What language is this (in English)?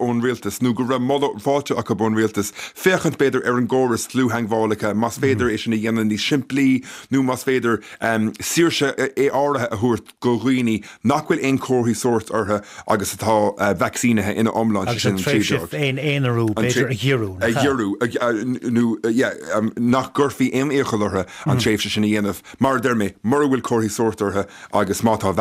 Irish